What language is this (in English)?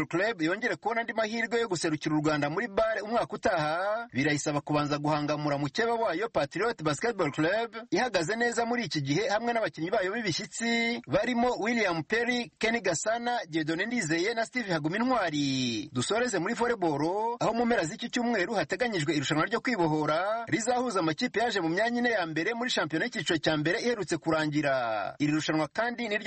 Kinyarwanda